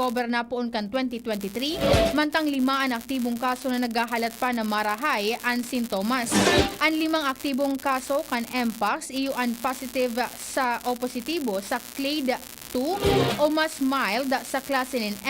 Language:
Bikol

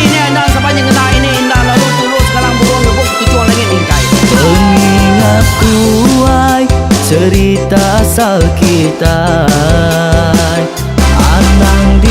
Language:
Iban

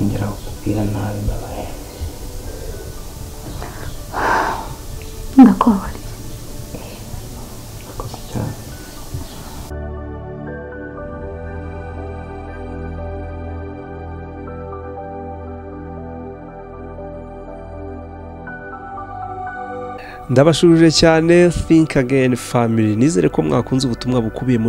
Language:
Kinyarwanda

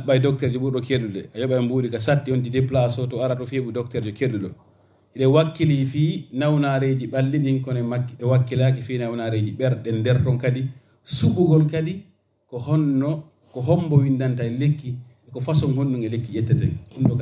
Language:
Fula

